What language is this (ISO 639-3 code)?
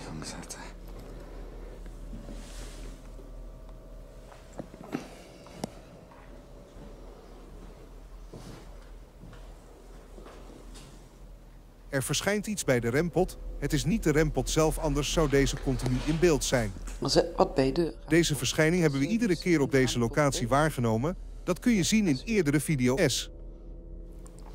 nld